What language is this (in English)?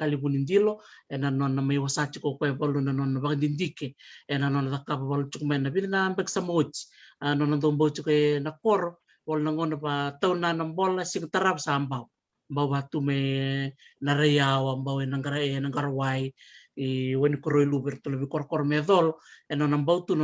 Fijian